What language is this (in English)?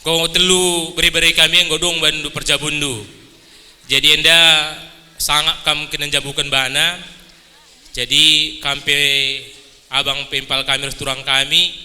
Batak Karo